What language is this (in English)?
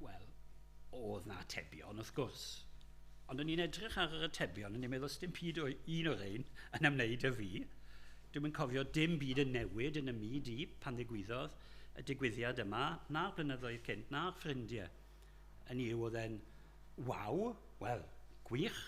Welsh